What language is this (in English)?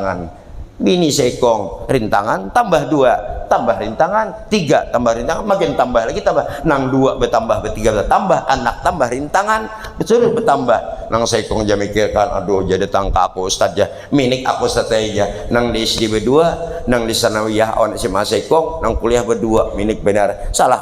Banjar